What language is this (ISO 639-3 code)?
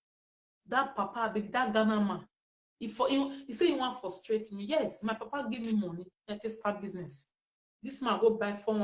pcm